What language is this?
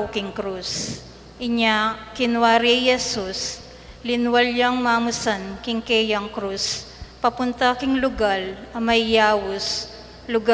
Pampanga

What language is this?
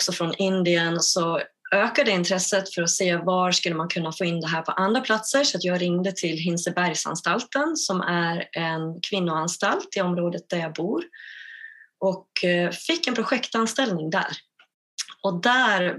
Swedish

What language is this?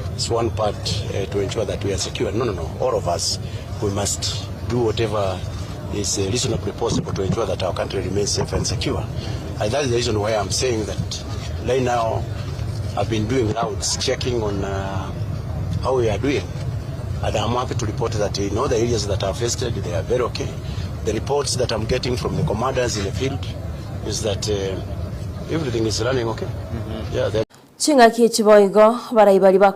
Gusii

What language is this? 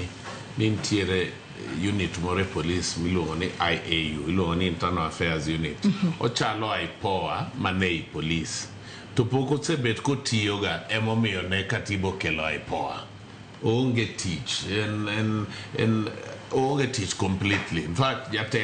Luo (Kenya and Tanzania)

